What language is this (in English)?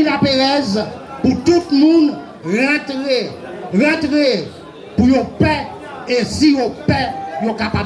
Haitian Creole